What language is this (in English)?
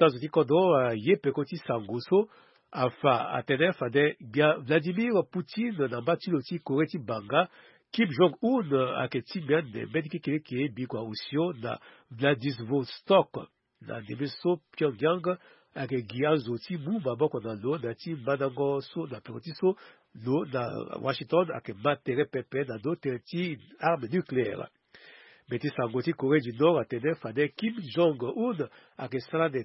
Sango